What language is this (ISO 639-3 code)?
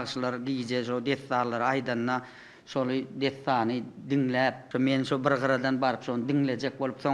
tuk